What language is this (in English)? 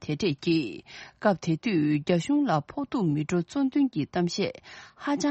Tibetan